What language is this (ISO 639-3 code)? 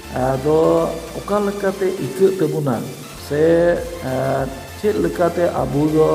sat